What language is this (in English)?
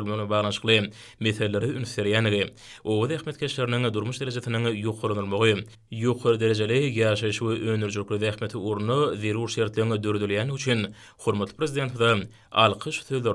Turkmen